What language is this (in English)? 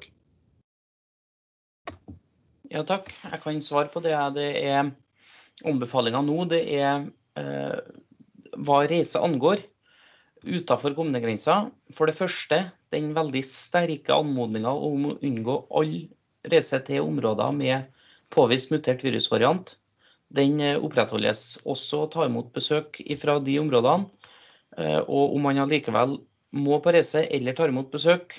Norwegian